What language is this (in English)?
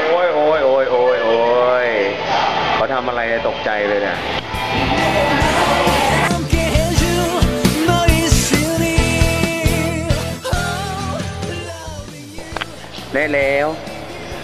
Thai